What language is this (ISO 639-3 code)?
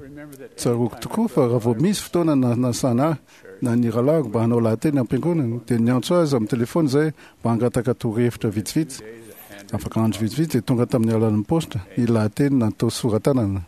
mlg